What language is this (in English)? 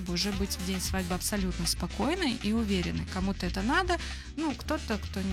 Russian